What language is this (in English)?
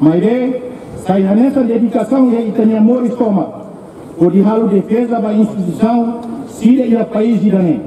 Tetum